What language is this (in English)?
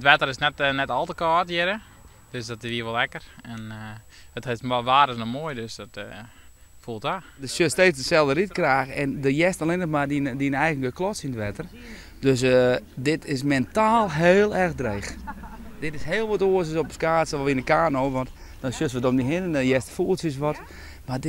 Western Frisian